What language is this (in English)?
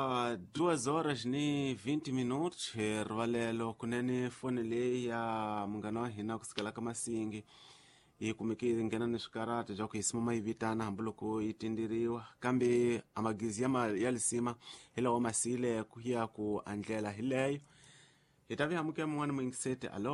Tsonga